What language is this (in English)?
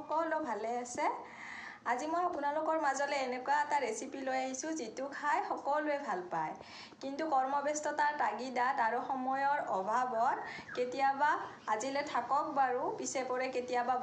Assamese